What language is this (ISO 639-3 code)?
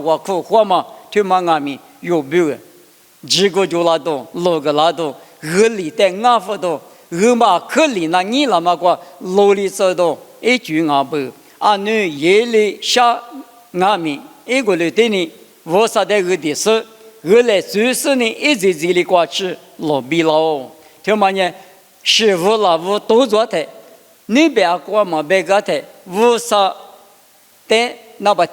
lis